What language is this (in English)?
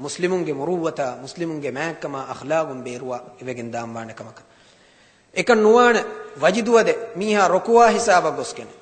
Divehi